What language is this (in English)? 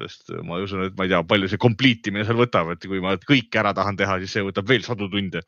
Estonian